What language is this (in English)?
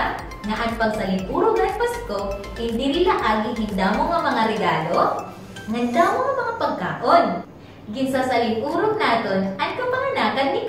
Waray